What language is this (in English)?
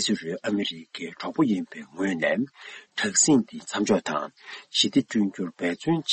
Tibetan